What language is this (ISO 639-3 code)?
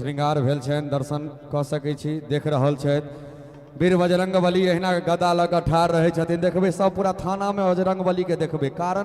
mai